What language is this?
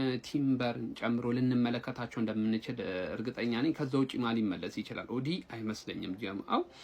Amharic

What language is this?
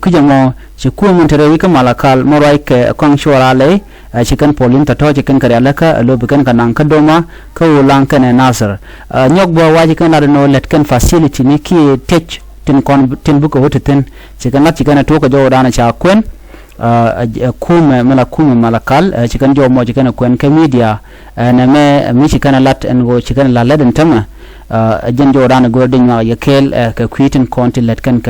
Nuer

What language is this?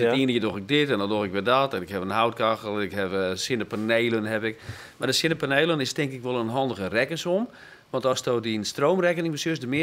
Western Frisian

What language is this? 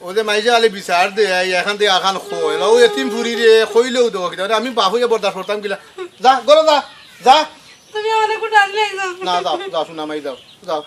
Sylheti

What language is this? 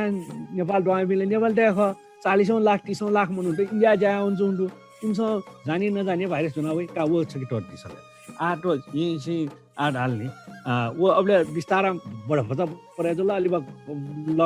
Newari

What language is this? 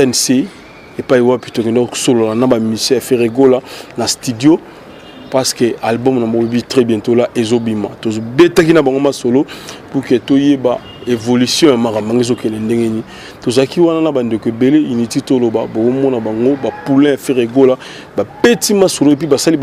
Lingala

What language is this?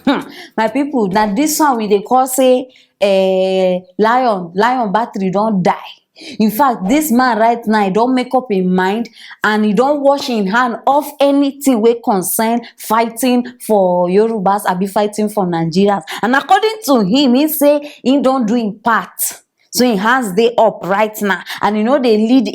Nigerian Pidgin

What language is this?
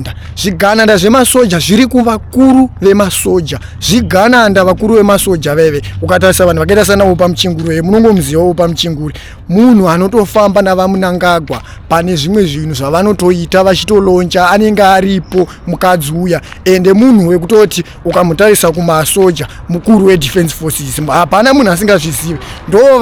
Shona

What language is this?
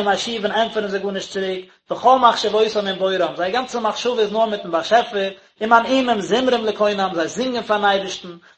Yiddish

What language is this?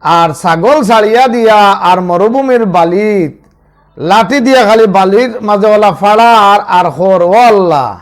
Sylheti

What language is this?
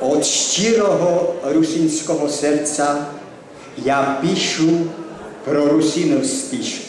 Rusyn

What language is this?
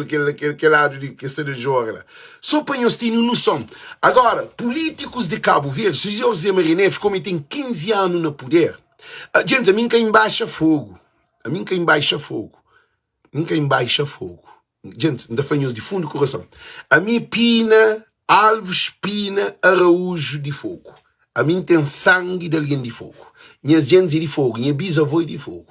Kabuverdianu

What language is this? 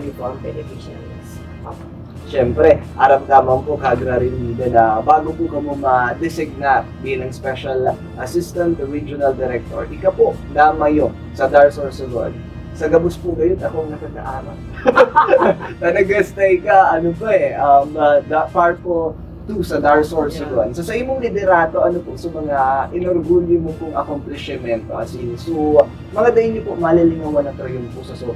Bikol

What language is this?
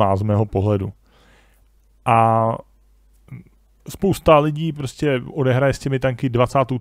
Czech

